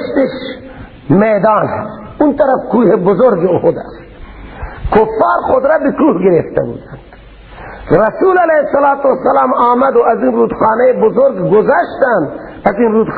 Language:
Persian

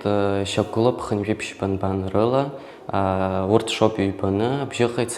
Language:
Abkhazian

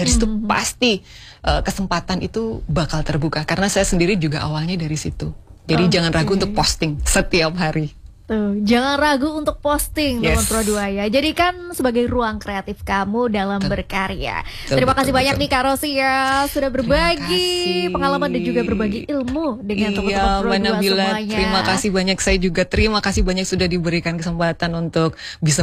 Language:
Indonesian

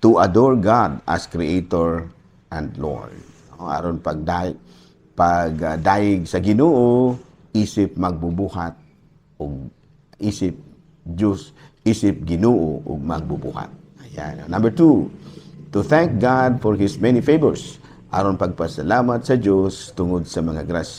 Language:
Cebuano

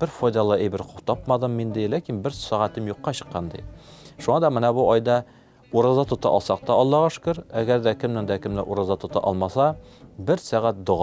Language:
Tatar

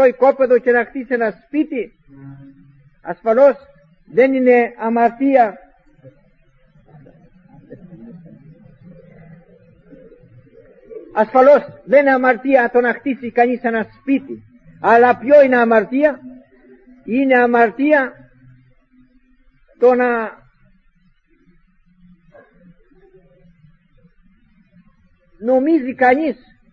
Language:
Greek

